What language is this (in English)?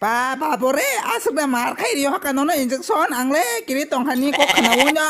Kok Borok